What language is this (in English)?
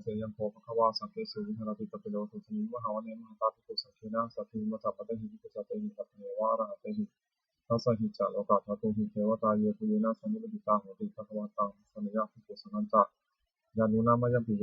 Pali